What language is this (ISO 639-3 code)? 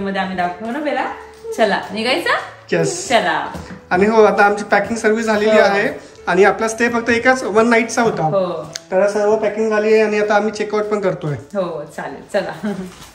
mar